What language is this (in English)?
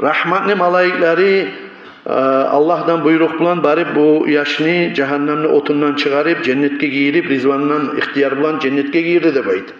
Kumyk